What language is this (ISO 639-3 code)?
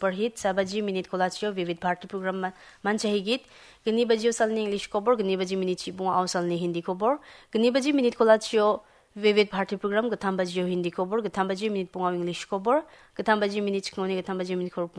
grt